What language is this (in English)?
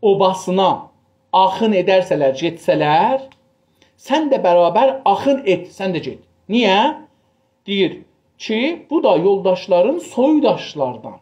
South Azerbaijani